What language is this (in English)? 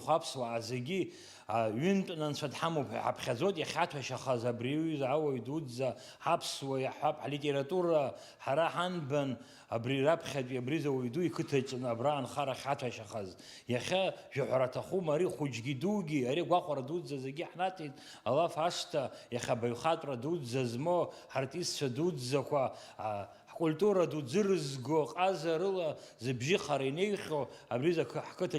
Abkhazian